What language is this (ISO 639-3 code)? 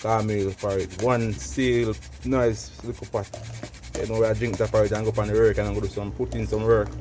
jam